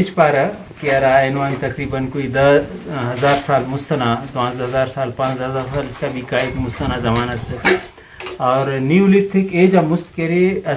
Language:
Brahui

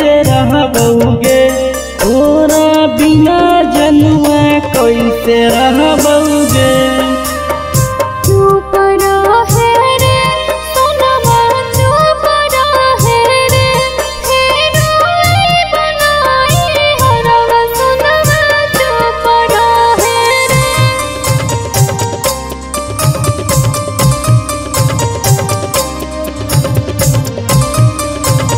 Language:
Magahi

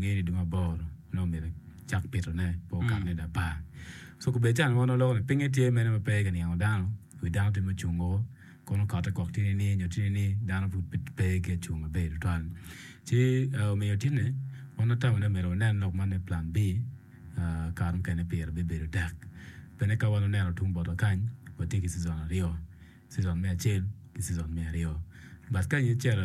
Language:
Acoli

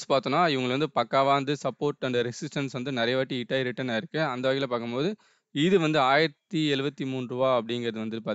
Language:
Tamil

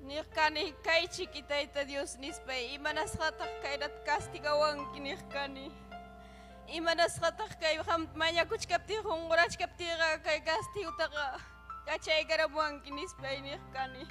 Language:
Ayacucho Quechua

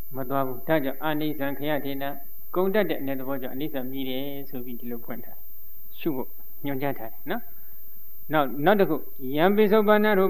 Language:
Burmese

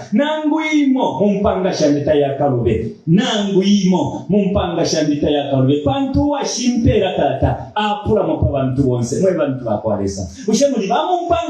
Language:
Bemba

